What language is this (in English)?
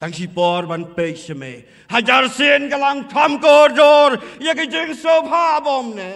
Khasi